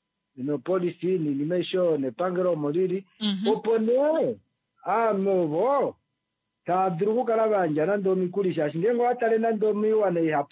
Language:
Kuanyama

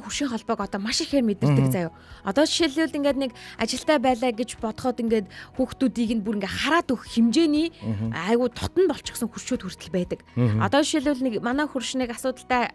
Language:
Mongolian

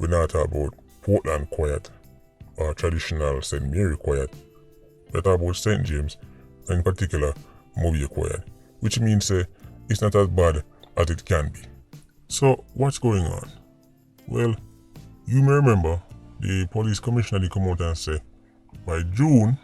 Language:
Jamaican Creole English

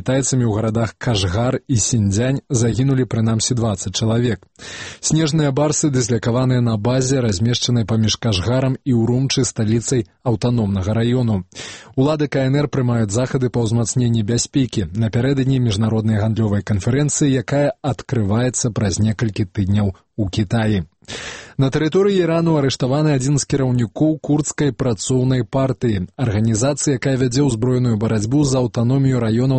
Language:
Belarusian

